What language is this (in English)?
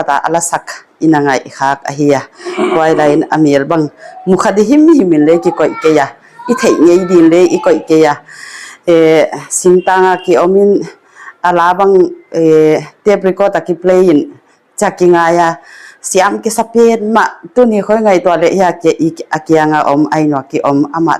Paite Chin